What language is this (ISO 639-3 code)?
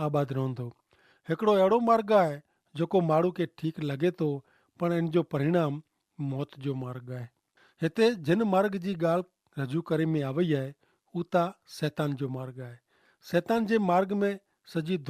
kfr